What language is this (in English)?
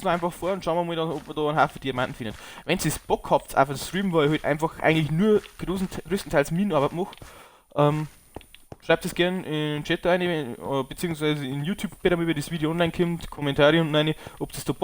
Bavarian